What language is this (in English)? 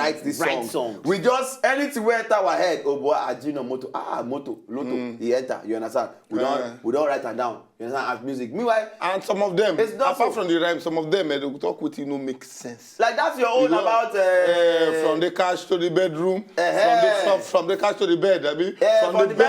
Nigerian Pidgin